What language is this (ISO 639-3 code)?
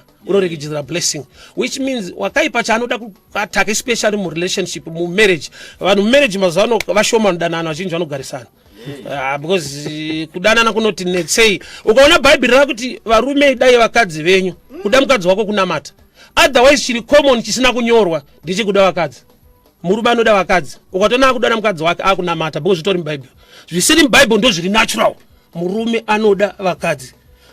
sna